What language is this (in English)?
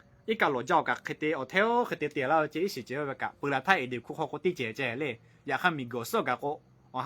Lahu